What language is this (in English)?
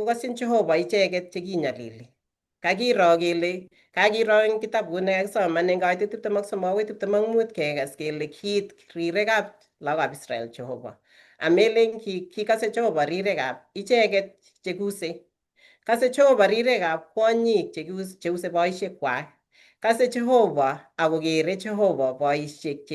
Kalenjin